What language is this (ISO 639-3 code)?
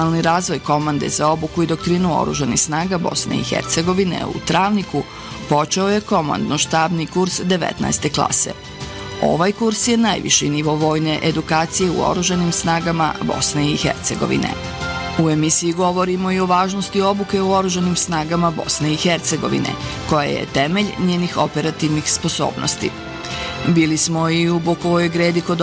bos